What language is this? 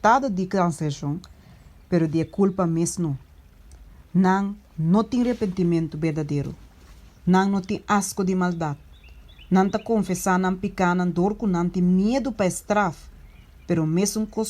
Papiamento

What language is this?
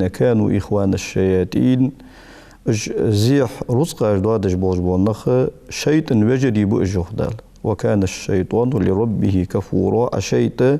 Ingush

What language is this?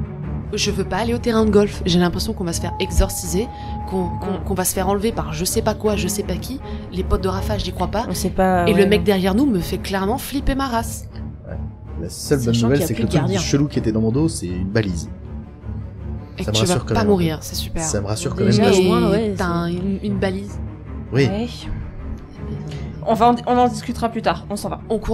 French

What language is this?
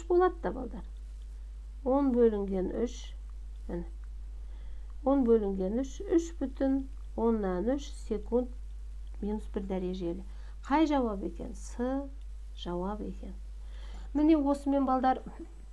Kazakh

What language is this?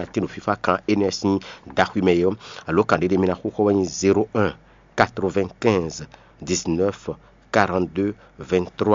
Fon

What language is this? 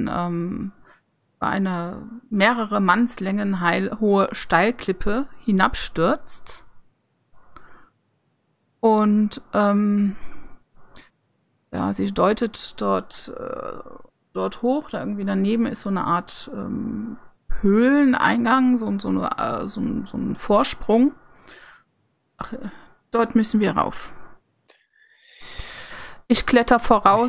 German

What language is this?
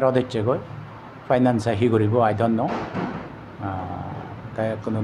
Chakma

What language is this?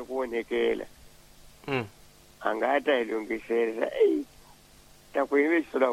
Tsonga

